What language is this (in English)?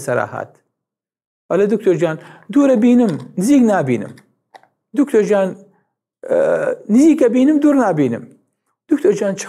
Central Kurdish